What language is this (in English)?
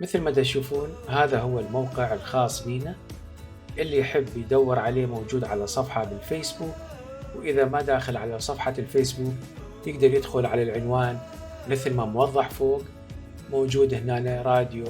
Mesopotamian Arabic